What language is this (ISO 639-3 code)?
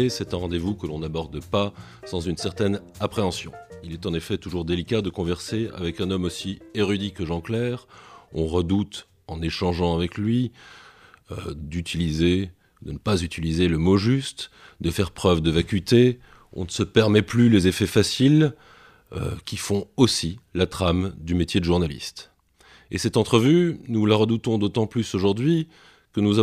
fra